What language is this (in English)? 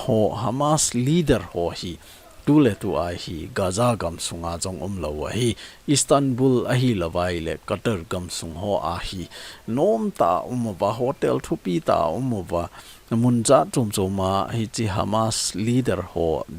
Thado Chin